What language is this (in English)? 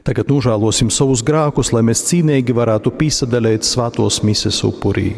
Latgalian